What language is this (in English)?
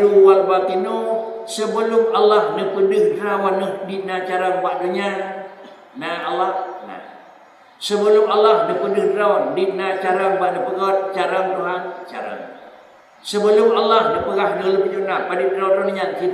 Achinese